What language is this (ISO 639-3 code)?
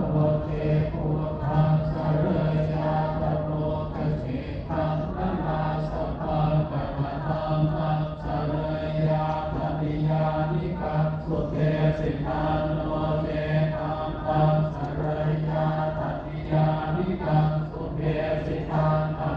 pli